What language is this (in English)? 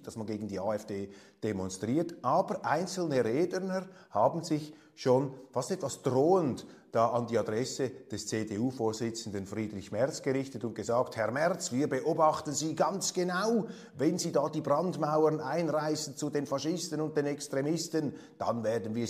German